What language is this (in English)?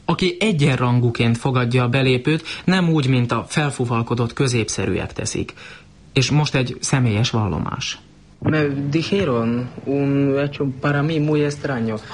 Hungarian